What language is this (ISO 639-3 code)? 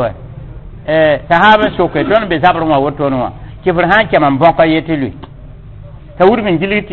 mos